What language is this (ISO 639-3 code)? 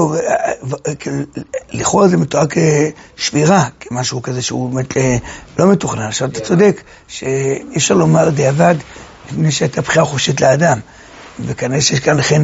heb